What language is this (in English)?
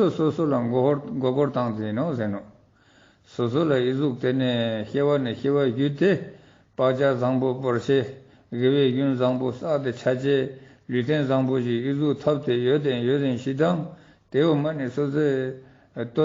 Ladakhi